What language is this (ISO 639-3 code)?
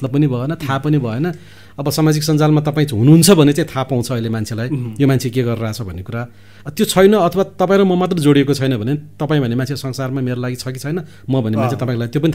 nep